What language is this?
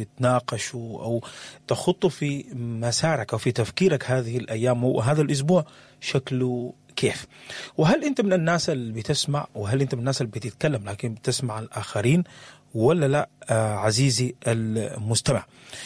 Sudanese Arabic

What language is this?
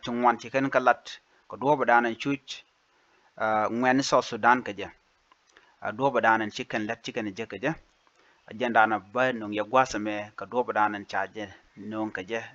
Nuer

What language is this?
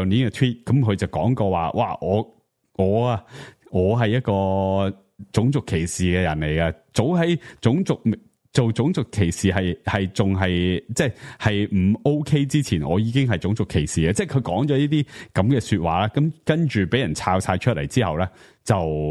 Cantonese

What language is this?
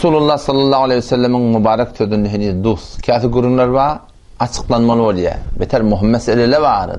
Turkmen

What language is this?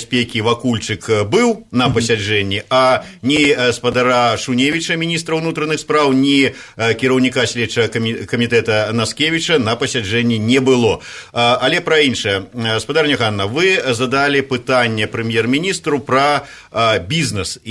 Belarusian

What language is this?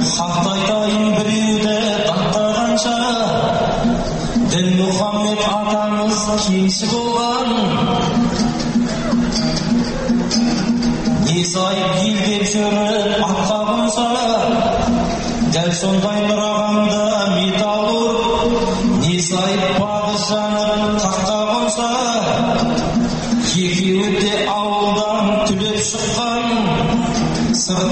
Kazakh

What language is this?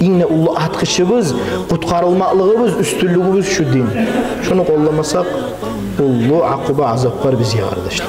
Kumyk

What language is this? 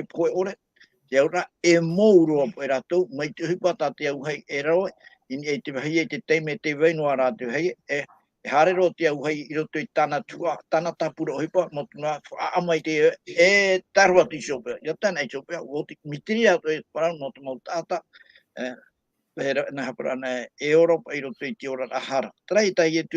Tahitian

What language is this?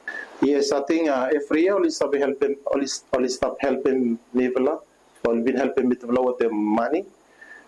Bislama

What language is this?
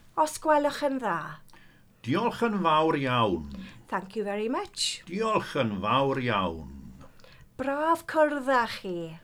Welsh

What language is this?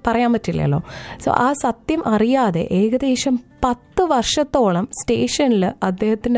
Malayalam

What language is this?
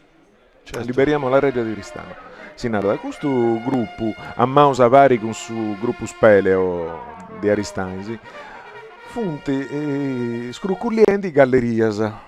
Sardinian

